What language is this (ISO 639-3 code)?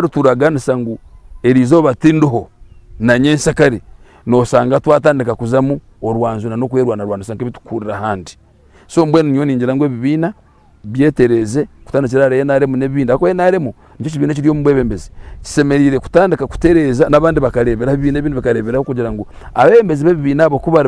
nyn